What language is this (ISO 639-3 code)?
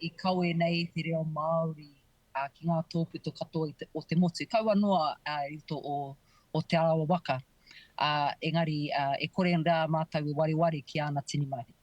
mri